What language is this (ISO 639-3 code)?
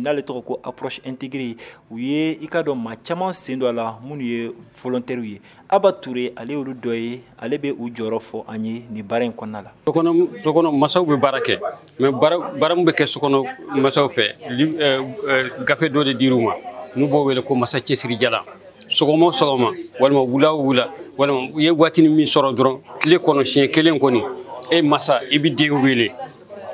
bam